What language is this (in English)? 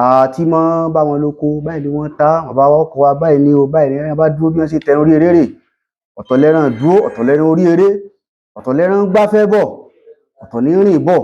Yoruba